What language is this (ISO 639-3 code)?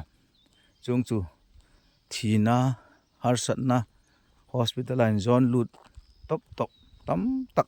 hmr